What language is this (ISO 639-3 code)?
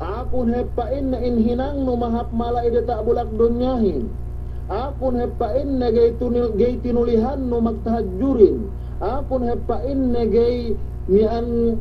yka